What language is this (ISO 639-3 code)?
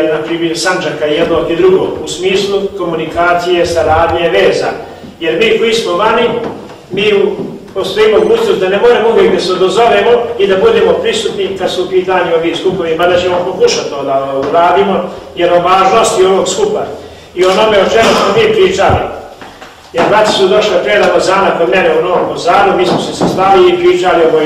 bos